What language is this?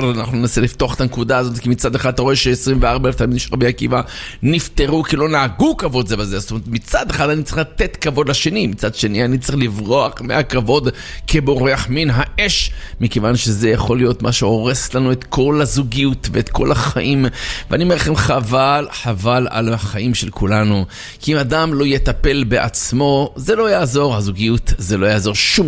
Hebrew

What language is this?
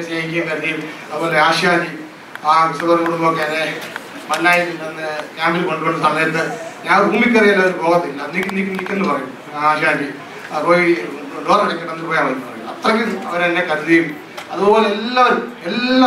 Malayalam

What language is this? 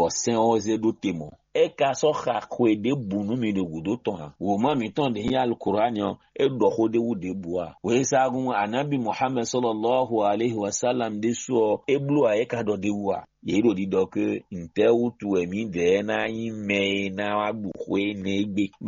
Fon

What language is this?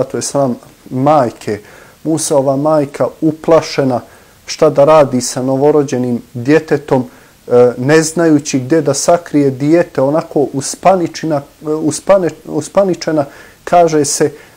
Bosnian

